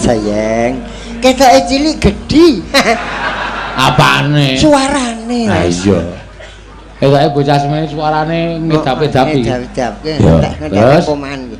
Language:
Javanese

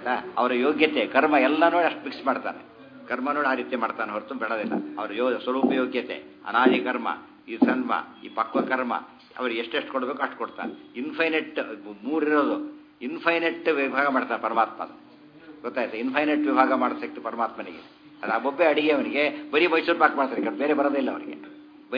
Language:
Kannada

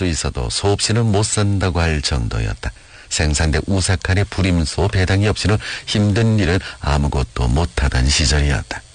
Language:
Korean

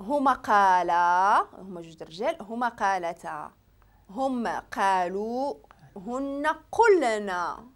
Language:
Moroccan Arabic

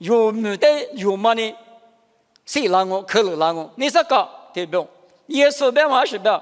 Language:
Lisu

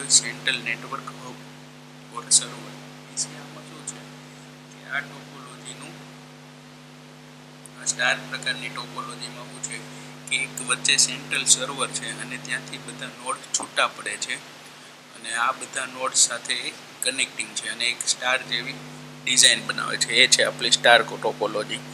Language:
Gujarati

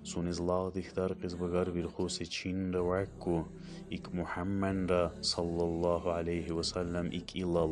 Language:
Dargwa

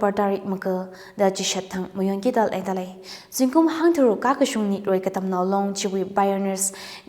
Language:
Tangkhul Naga (India)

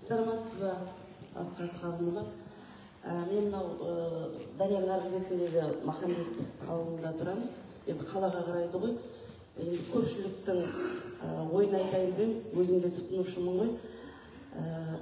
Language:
Kazakh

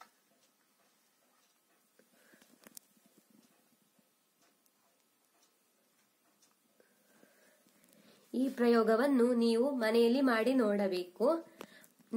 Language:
Kannada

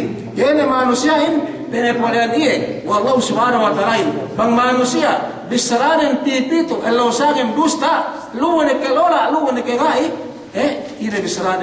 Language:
Yakan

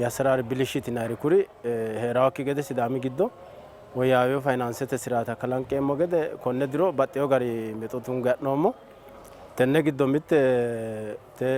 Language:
Sidamo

